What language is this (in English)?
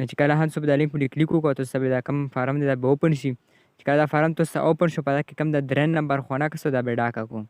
Pashto